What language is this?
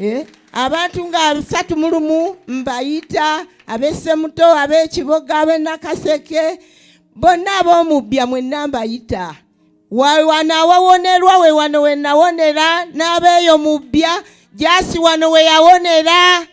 Ganda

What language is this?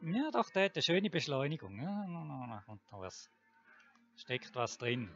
Swiss German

